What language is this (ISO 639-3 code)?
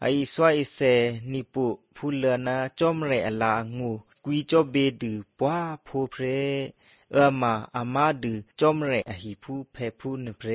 tha